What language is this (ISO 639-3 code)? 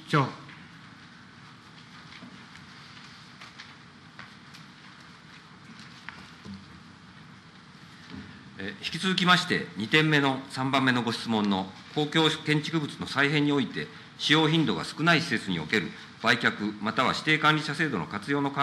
jpn